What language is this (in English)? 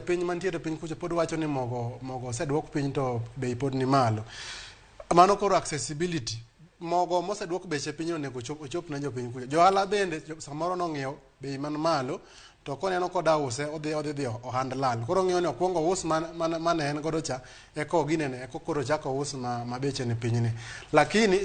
Luo (Kenya and Tanzania)